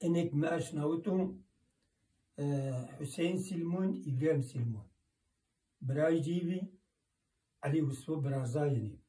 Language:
Zaza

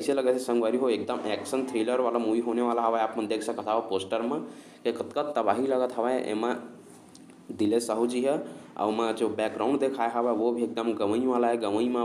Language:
Chhattisgarhi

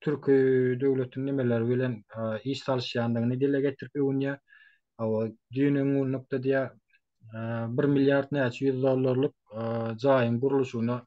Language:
Turkmen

